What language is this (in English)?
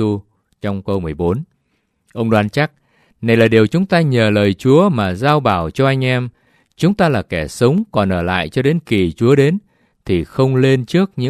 Vietnamese